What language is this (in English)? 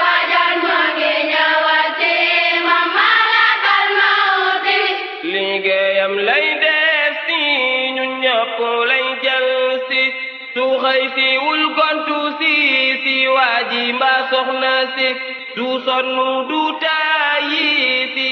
Wolof